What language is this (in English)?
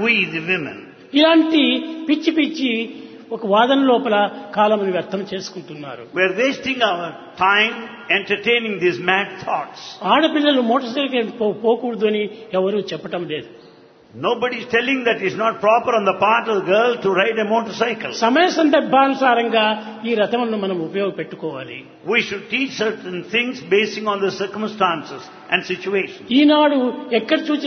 Telugu